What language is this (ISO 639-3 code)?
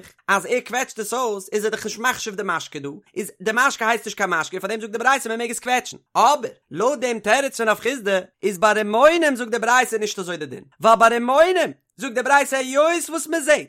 yid